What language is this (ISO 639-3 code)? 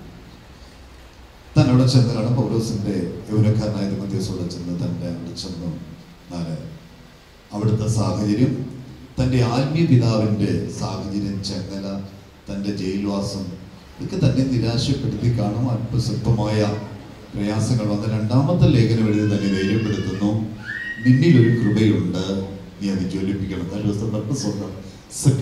mal